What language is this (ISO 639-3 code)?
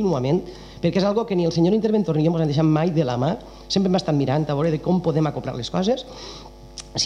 cat